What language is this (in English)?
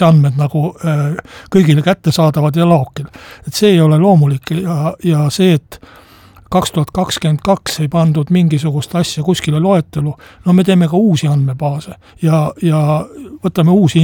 Estonian